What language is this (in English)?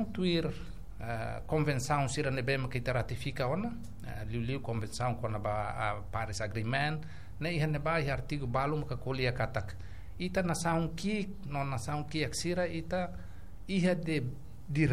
Tetum